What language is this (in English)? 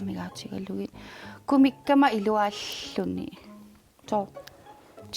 Kalaallisut